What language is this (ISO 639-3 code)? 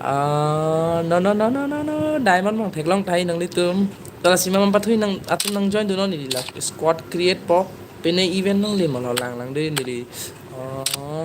mjw